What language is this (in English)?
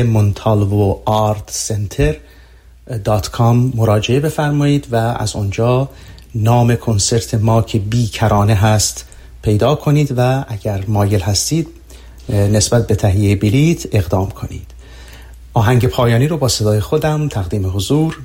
Persian